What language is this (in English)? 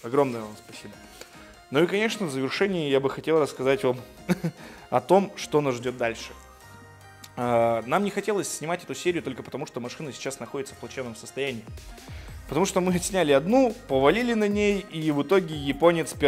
Russian